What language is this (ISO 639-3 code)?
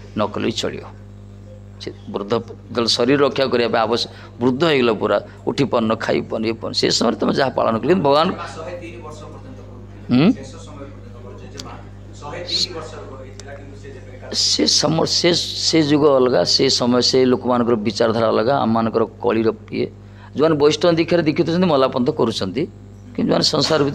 ori